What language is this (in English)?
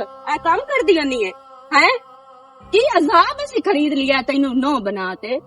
Western Panjabi